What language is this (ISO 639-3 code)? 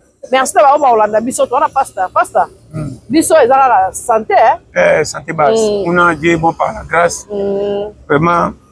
lin